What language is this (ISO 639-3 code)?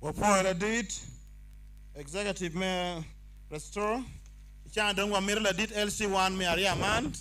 ach